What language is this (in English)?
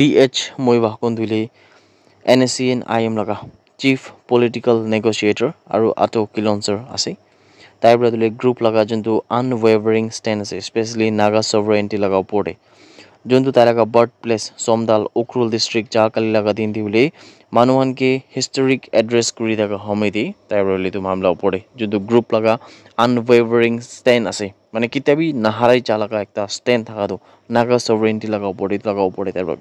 Naga Pidgin